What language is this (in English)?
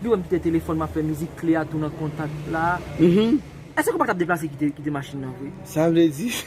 Haitian Creole